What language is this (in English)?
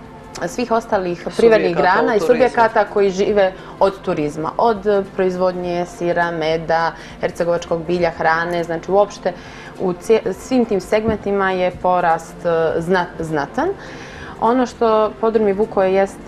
Serbian